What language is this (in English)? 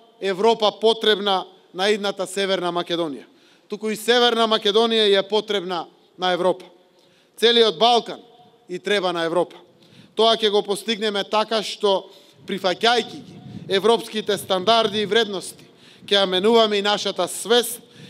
Macedonian